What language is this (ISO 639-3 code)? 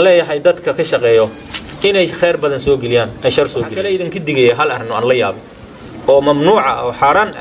som